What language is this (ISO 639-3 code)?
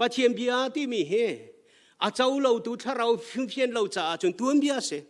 cnh